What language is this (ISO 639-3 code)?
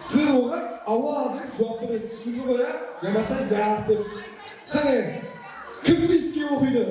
kaa